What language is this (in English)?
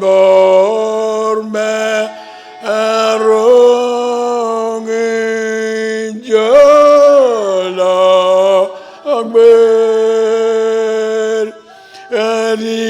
Marshallese